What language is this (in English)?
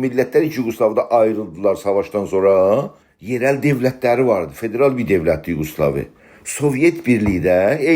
South Azerbaijani